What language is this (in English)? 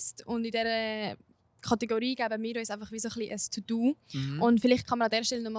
Swiss German